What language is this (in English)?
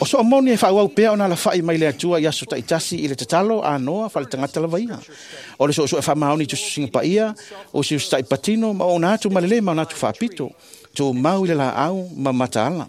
Samoan